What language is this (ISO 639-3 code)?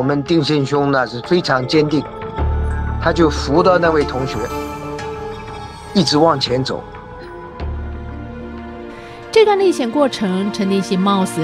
zho